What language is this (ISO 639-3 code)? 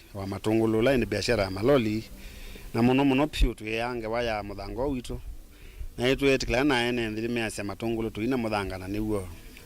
kam